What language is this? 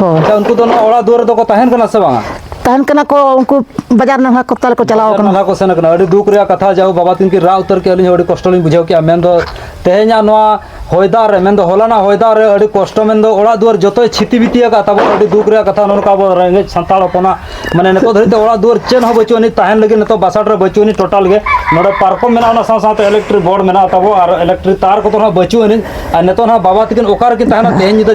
Santali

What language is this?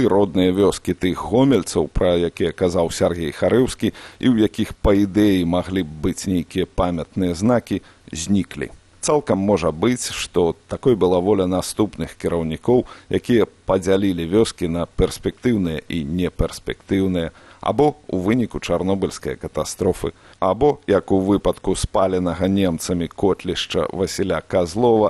Belarusian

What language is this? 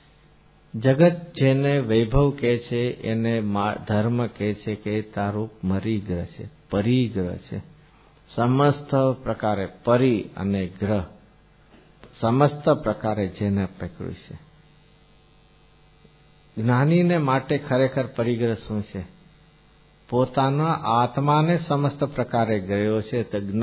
Gujarati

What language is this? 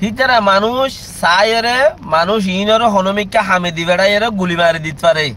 Rohingya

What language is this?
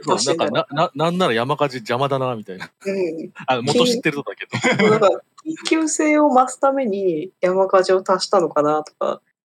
Japanese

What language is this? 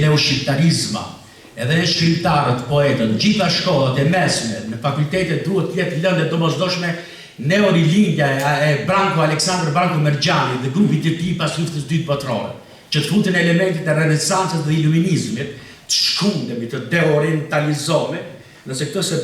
Albanian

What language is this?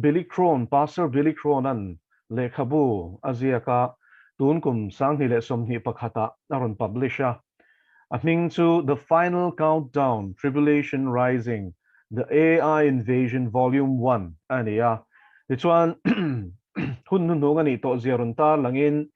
Mizo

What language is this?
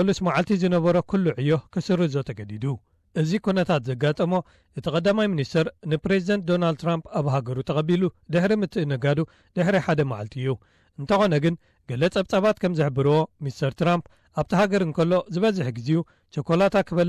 Tigrinya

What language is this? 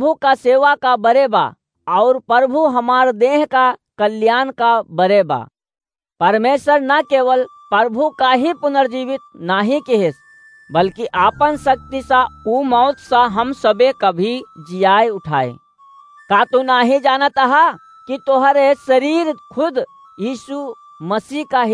Awadhi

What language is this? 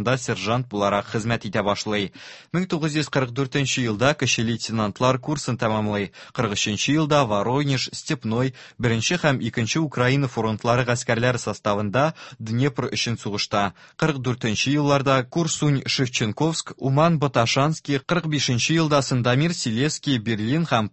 Tatar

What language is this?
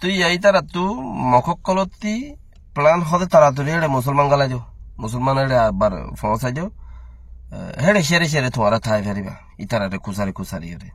Rohingya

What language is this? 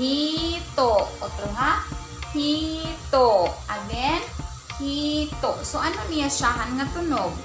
Waray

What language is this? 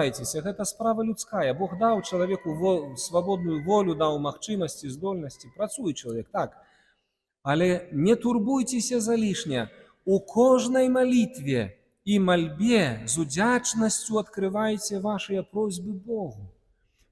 Belarusian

